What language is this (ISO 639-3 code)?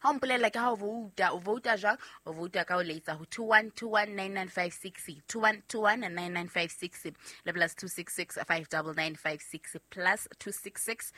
sot